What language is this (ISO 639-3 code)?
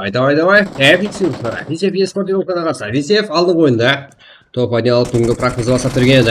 kaa